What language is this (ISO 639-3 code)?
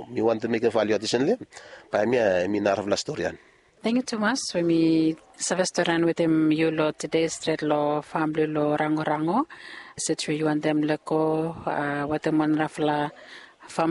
bis